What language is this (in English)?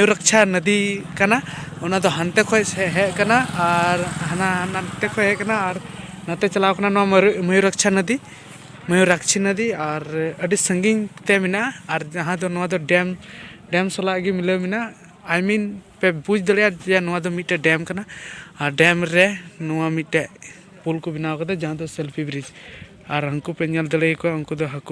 Santali